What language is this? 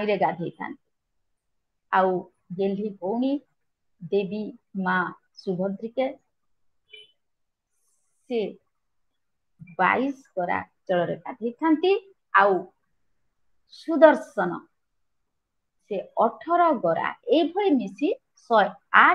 Odia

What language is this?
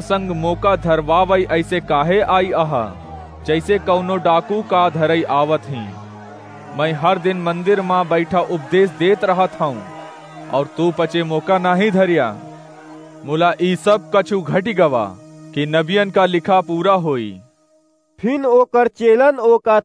Awadhi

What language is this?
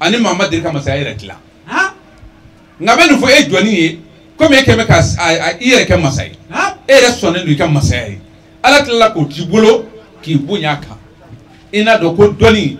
Bambara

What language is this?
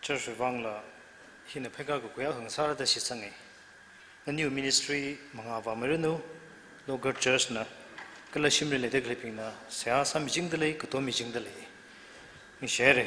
Tangkhul Naga (India)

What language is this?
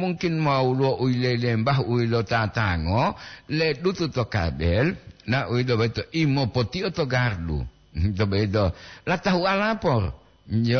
Gorontalo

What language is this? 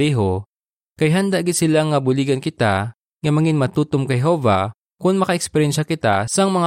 Hiligaynon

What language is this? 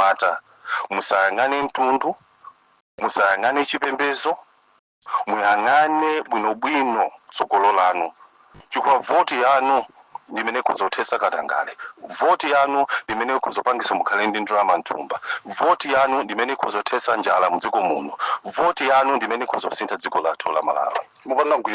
Nyanja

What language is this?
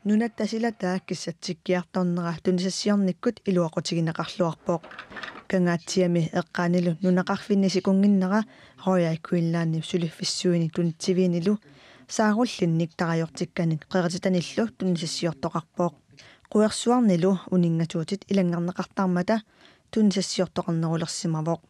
Kalaallisut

